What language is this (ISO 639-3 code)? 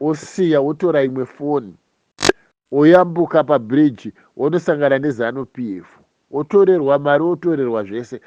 sna